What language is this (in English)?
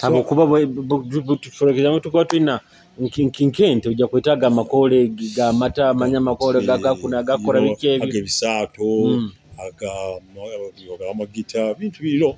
Nyoro